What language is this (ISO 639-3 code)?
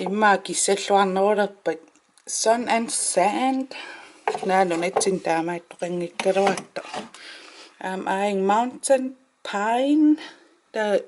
kal